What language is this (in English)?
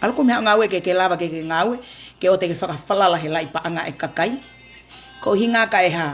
Tongan